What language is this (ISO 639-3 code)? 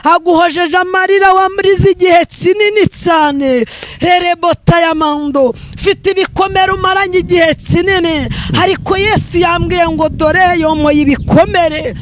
kin